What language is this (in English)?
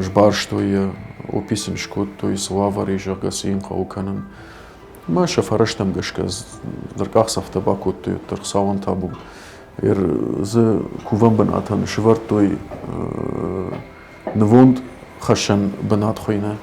Ossetic